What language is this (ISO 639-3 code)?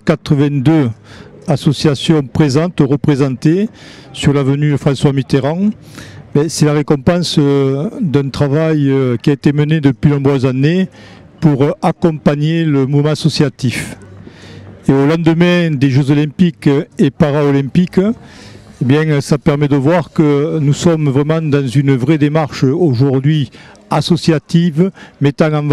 fra